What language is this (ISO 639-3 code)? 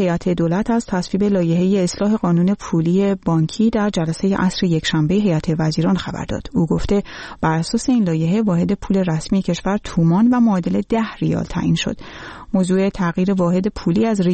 fas